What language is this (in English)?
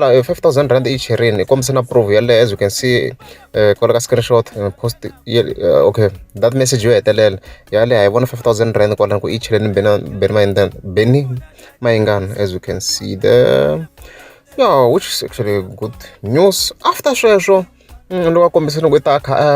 Tsonga